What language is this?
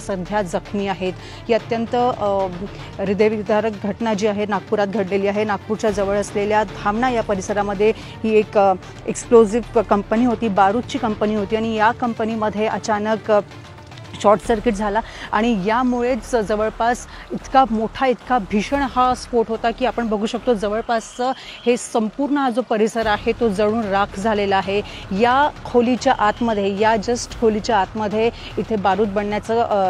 Marathi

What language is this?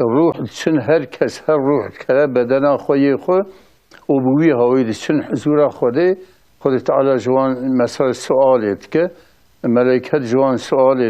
Kurdish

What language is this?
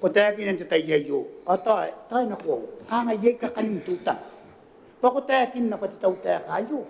Gilbertese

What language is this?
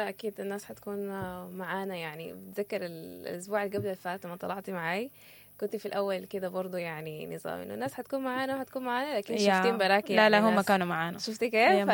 Sudanese Arabic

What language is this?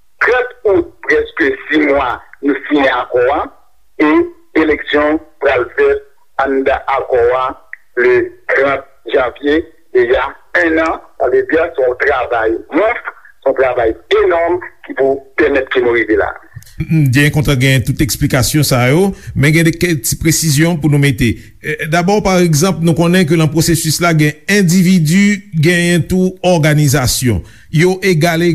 Haitian Creole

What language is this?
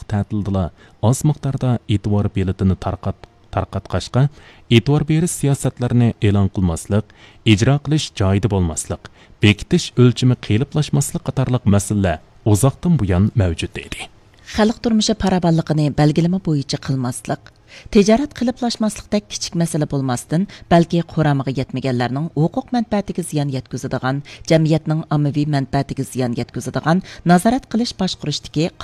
Uyghur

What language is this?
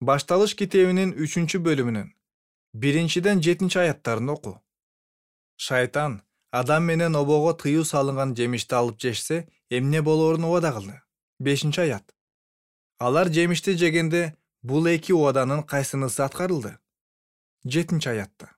Kyrgyz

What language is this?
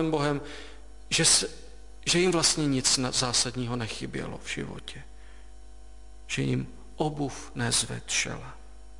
Czech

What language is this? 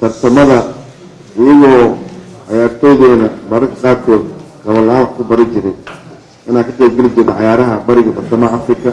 Somali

